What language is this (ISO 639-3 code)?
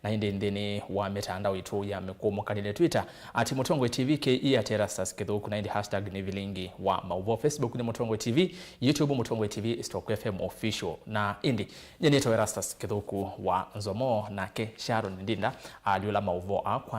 kam